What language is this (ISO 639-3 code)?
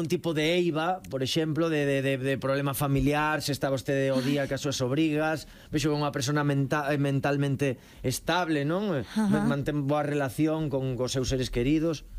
glg